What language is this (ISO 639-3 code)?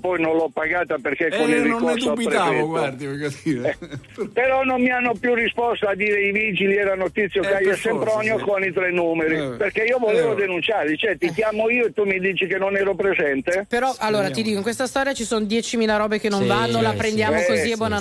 ita